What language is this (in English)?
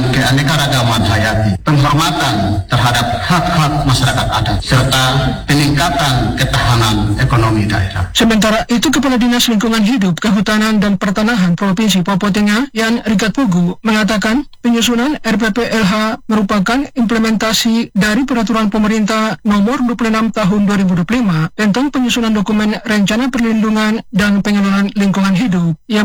Indonesian